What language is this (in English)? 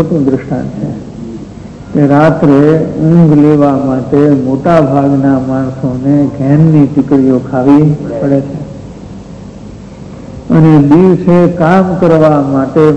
Gujarati